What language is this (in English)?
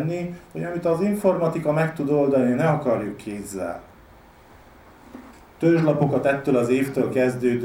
Hungarian